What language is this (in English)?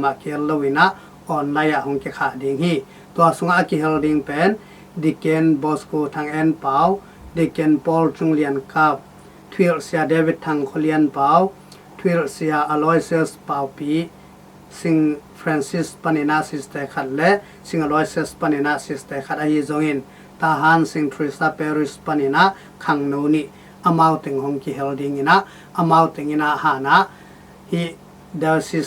Tedim Chin